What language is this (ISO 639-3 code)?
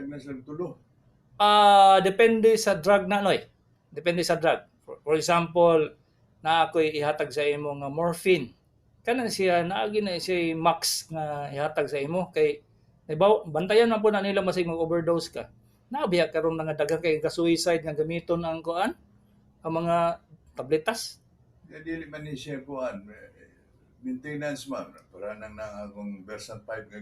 ceb